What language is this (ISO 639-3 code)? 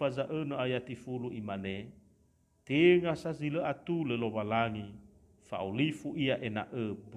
nia